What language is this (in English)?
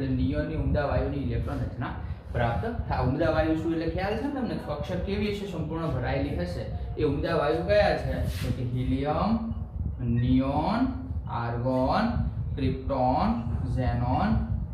Gujarati